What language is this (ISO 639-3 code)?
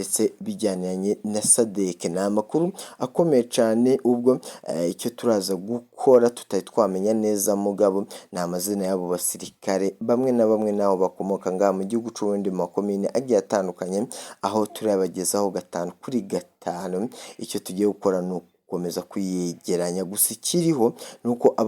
run